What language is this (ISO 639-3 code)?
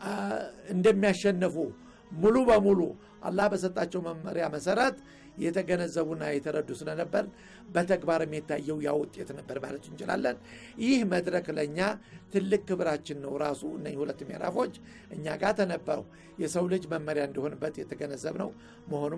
amh